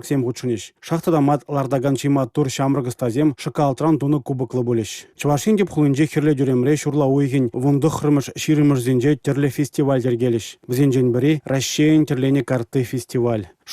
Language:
Chuvash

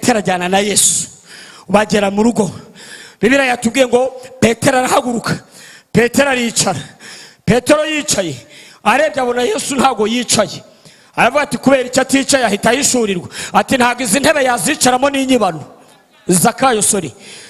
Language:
Kinyarwanda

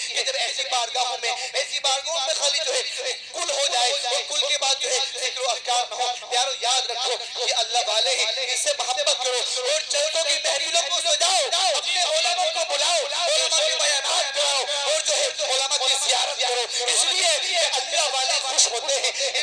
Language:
Urdu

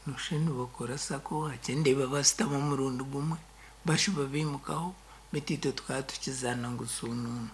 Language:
Nyankole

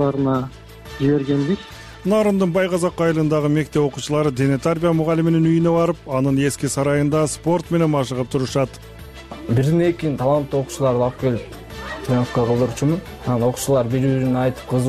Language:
Kyrgyz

